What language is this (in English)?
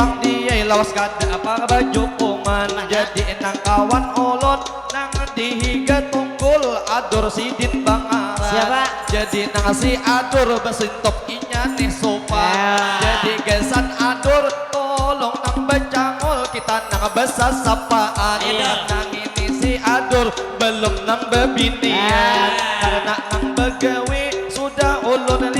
Banjar